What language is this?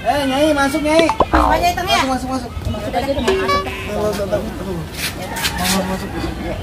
Betawi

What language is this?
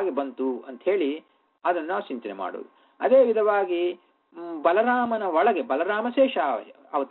Kannada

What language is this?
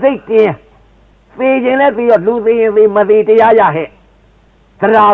Burmese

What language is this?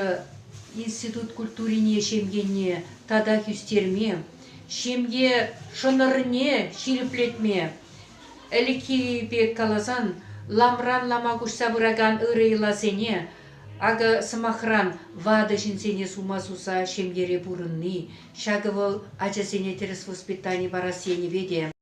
Chuvash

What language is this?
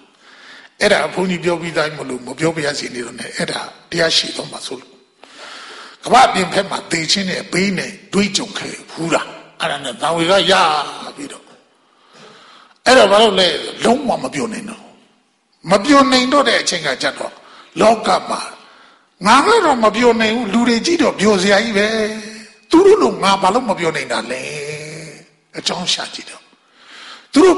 Burmese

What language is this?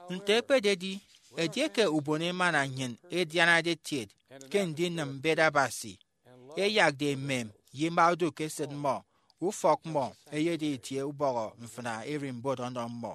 Efik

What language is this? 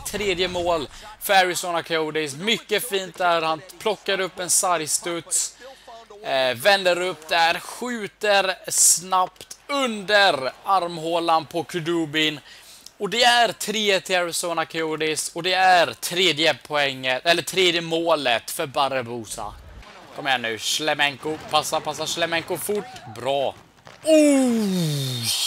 Swedish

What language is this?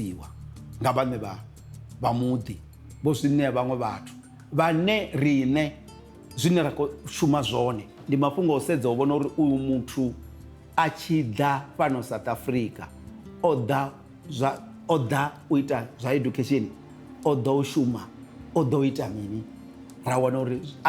Venda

